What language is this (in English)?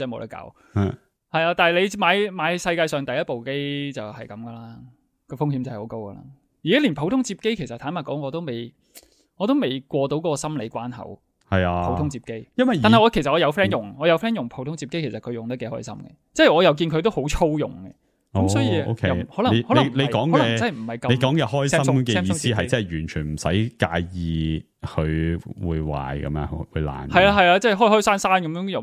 Cantonese